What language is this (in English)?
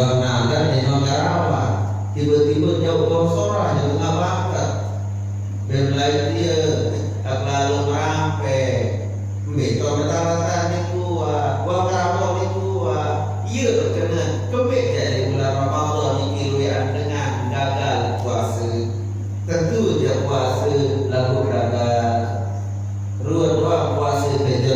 Sasak